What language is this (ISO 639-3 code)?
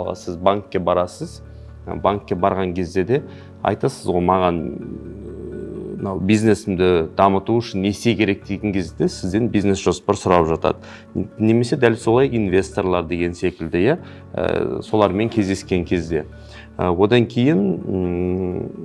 kaz